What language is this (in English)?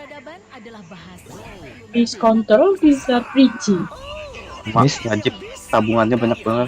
Banjar